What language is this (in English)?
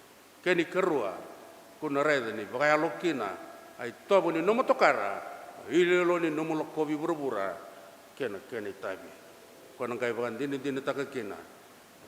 Fijian